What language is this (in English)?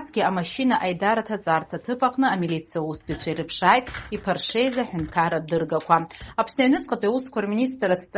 Abkhazian